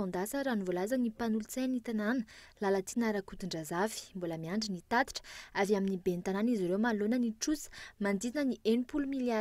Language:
Malagasy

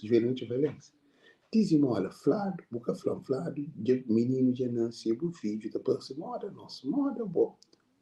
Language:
Kabuverdianu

